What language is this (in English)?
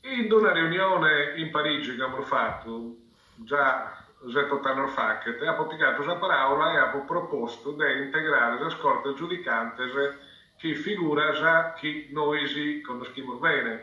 Sardinian